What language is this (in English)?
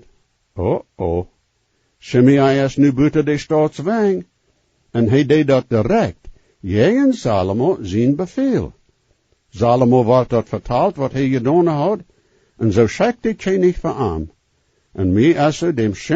Plautdietsch